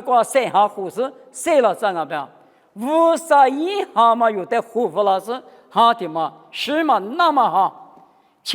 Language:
Lisu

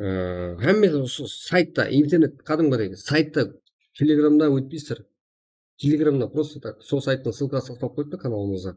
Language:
Kara-Kalpak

